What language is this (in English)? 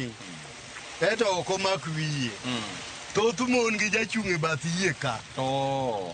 Luo (Kenya and Tanzania)